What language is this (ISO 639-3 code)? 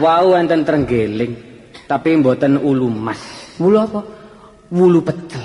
jav